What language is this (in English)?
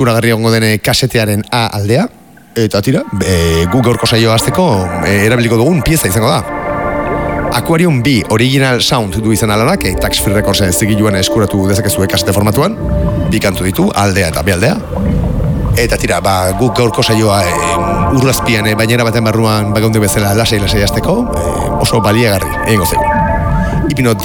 Basque